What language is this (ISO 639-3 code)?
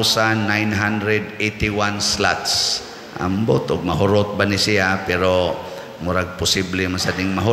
ceb